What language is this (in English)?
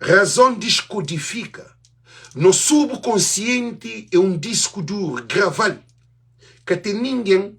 Kabuverdianu